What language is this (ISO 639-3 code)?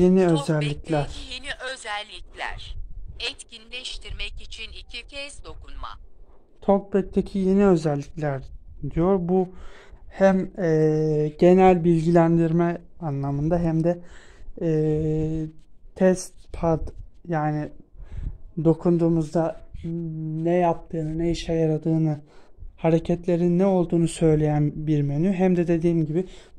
tur